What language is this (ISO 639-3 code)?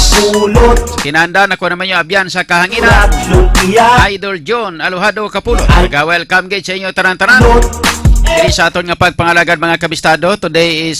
hil